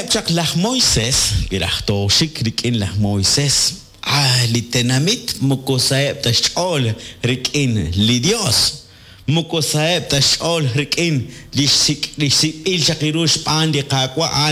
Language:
Kekchí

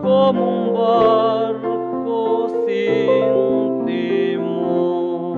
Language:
South Bolivian Quechua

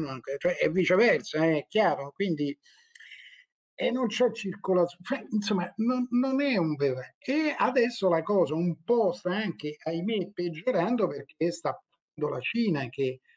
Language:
Italian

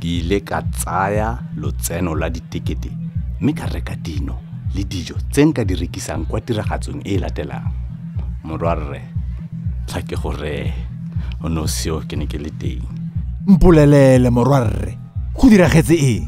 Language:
Tswana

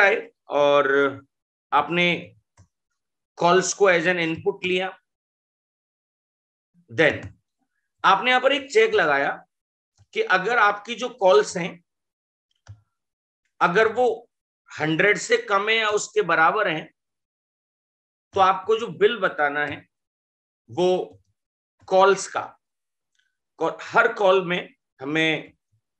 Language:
Hindi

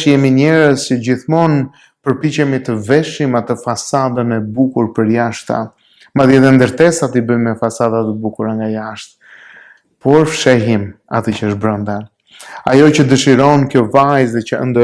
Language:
Albanian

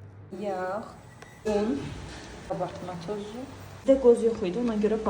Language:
Azerbaijani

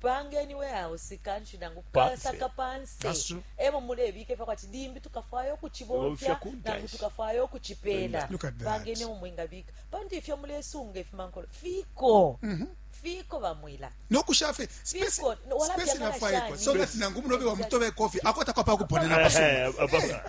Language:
Bemba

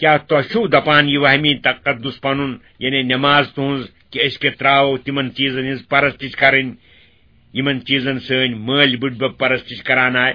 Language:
Kashmiri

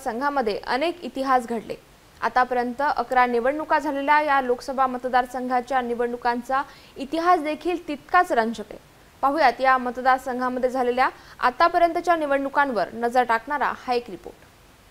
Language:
Marathi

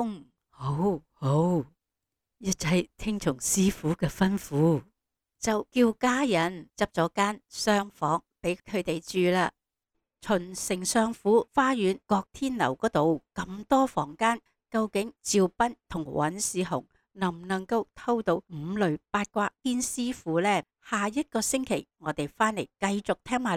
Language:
Cantonese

